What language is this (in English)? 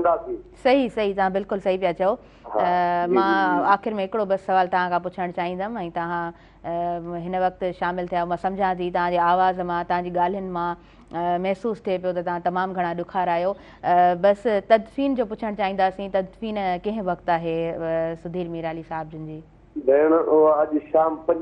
Sindhi